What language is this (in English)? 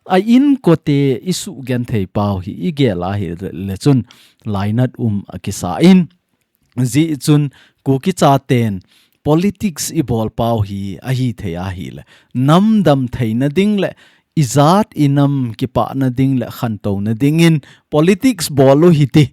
Thado Chin